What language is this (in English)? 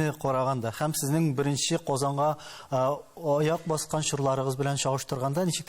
Tatar